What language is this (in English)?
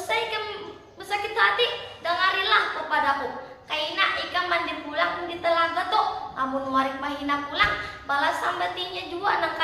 Banjar